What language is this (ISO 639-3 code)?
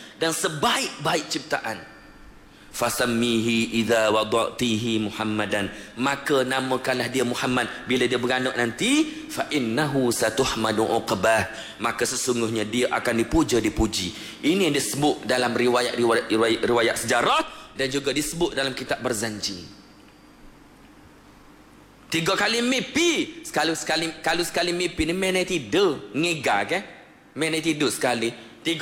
msa